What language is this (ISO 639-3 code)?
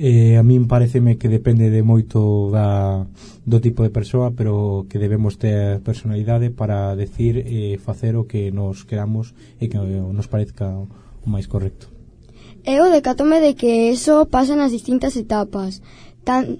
glg